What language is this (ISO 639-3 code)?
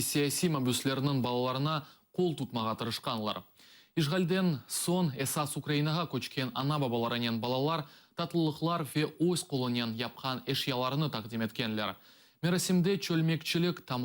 crh